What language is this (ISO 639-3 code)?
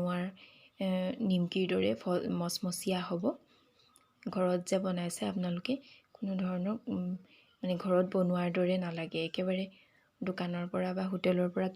asm